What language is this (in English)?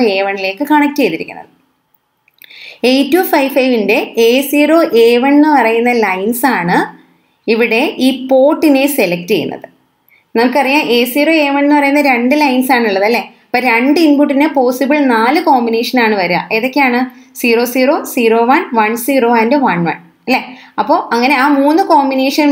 Malayalam